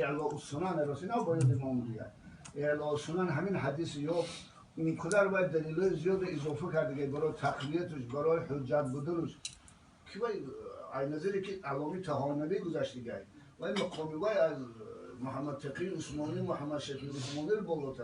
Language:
Tajik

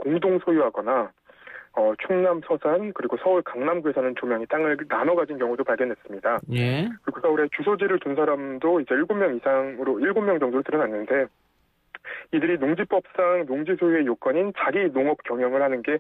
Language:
Korean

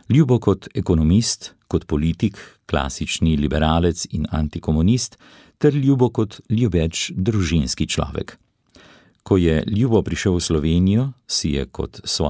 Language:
Slovenian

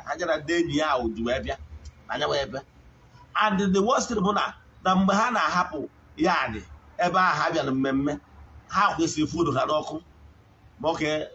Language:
Igbo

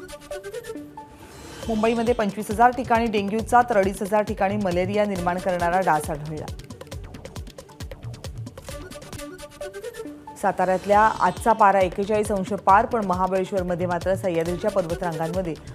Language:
Marathi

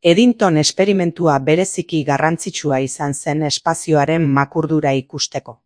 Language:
Basque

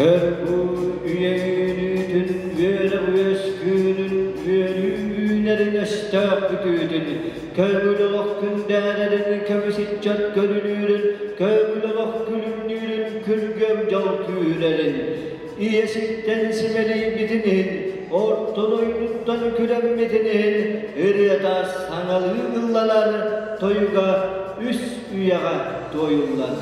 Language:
Yakut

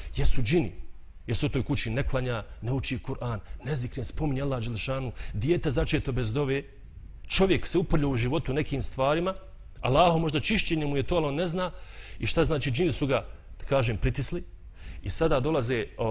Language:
Bosnian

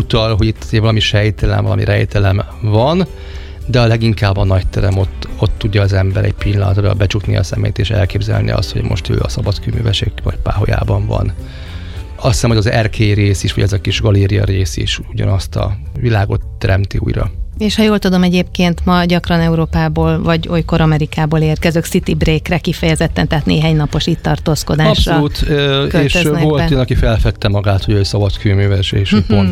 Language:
Hungarian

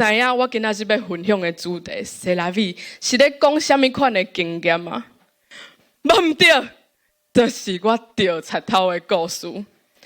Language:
Min Nan Chinese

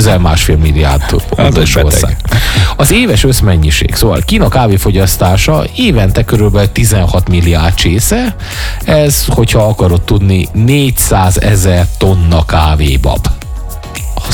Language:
Hungarian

